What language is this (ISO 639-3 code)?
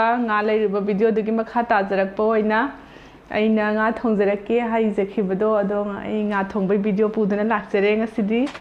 mni